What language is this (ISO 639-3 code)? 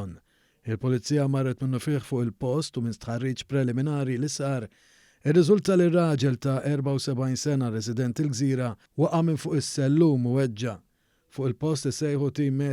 mlt